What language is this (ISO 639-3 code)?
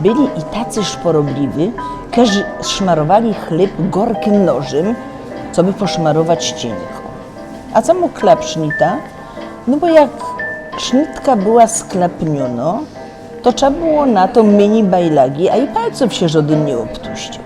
szl